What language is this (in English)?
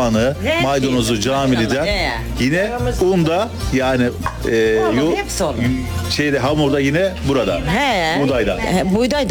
Turkish